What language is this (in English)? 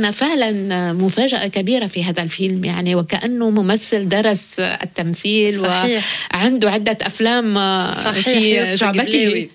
Arabic